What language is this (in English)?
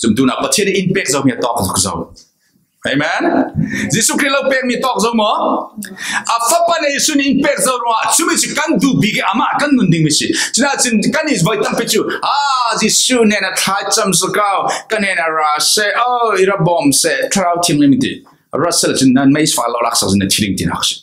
Falam Chin